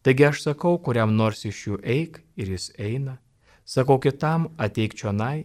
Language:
Lithuanian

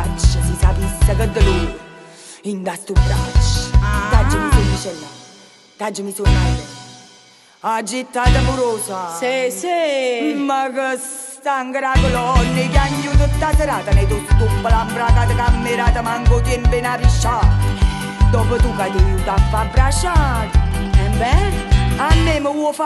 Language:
Neapolitan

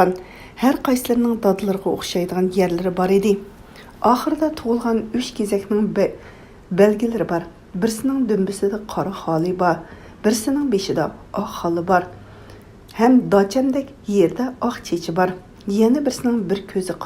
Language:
Uyghur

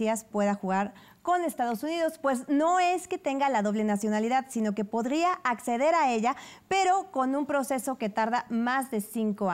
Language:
Spanish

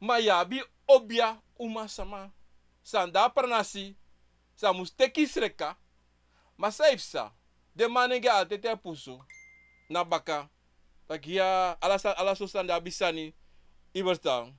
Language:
Sranan Tongo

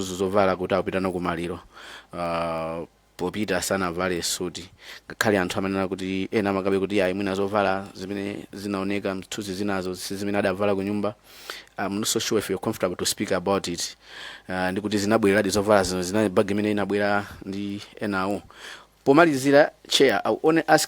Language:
Nyanja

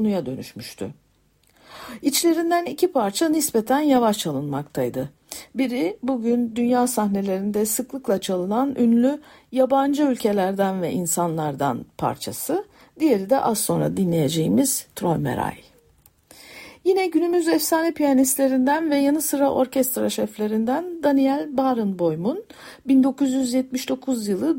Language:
Turkish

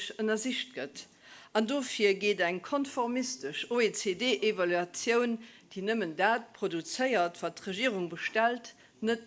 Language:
Luxembourgish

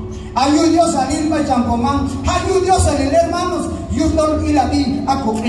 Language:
Q'anjob'al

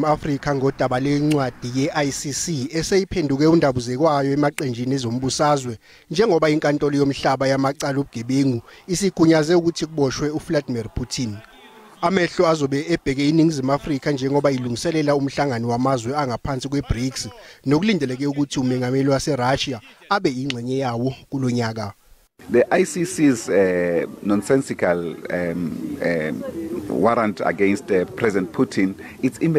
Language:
Zulu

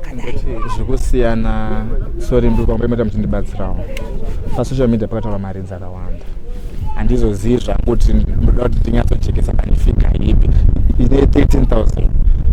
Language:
Shona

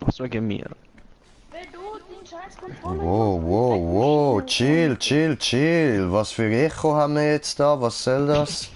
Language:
Swiss German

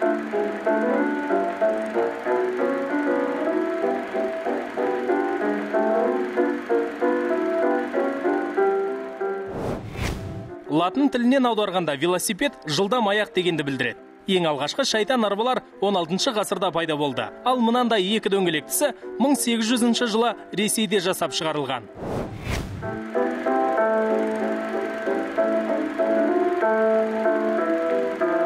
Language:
Kazakh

